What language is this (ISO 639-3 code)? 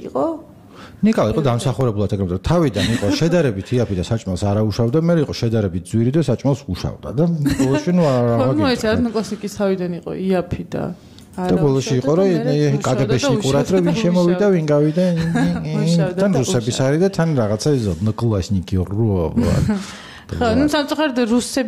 kat